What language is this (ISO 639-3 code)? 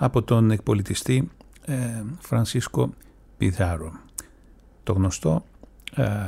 ell